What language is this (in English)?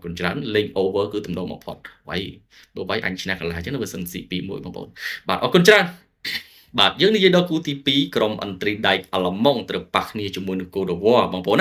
Khmer